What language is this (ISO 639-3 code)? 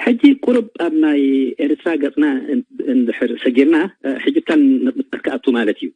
tir